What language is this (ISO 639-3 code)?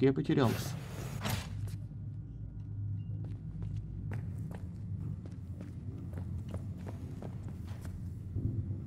rus